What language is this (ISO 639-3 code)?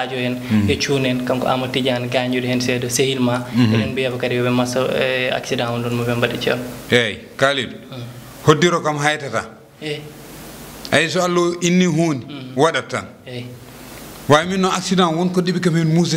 ful